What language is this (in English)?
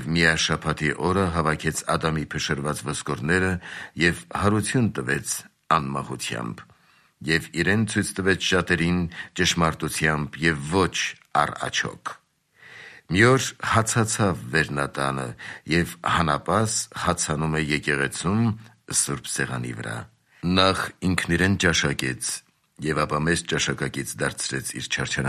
Armenian